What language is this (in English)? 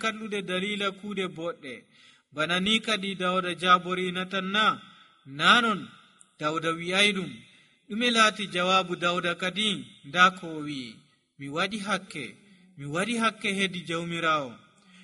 Nigerian Fulfulde